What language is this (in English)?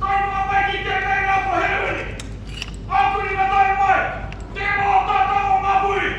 Māori